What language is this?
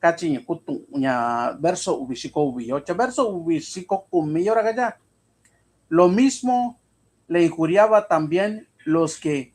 Mixtepec Mixtec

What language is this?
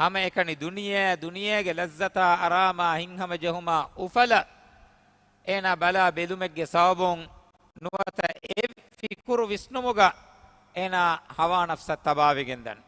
Divehi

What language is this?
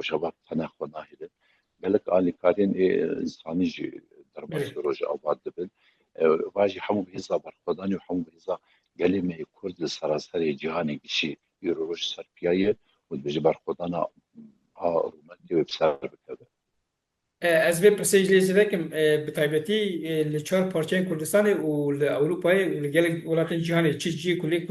Kurdish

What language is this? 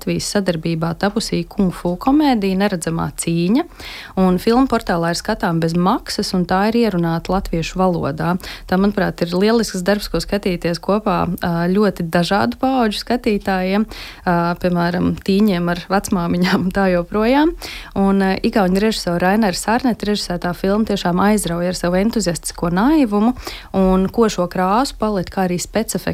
Latvian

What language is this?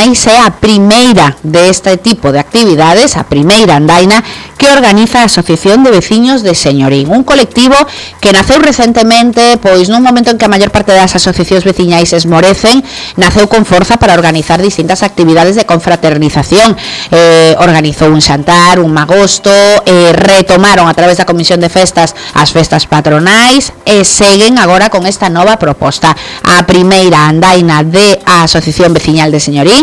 Galician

